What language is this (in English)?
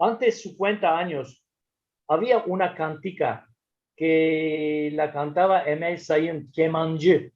Ladino